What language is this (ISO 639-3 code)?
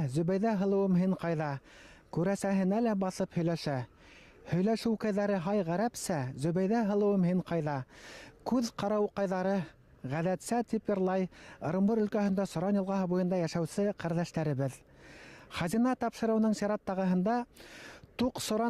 bak